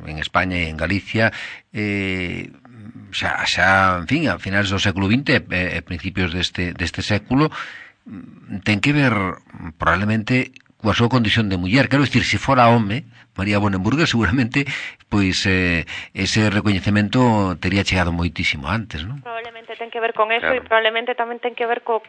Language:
Galician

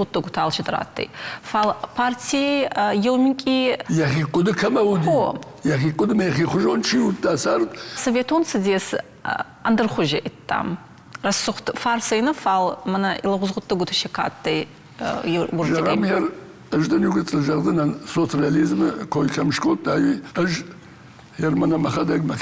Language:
Ossetic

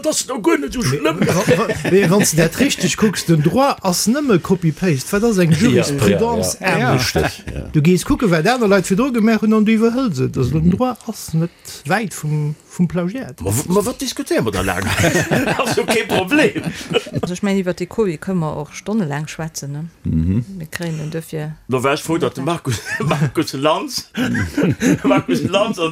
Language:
Luxembourgish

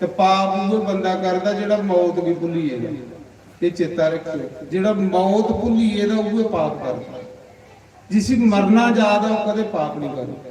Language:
Dogri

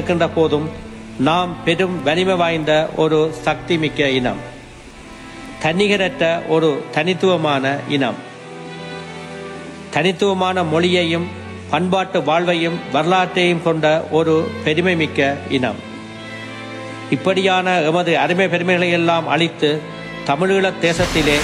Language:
Tamil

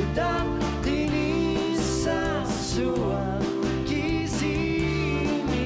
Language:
Kalaallisut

